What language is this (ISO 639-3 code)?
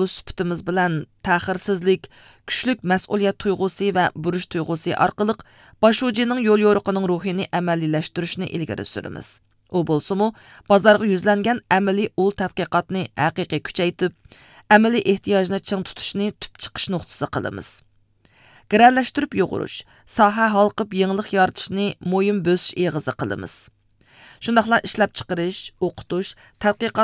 uig